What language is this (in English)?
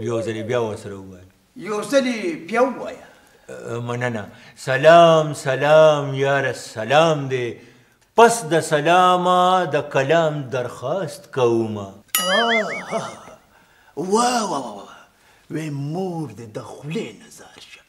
Pashto